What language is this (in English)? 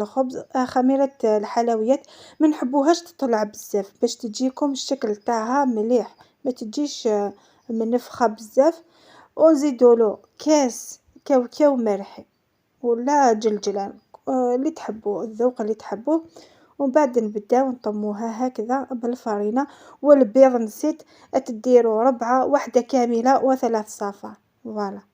Algerian Arabic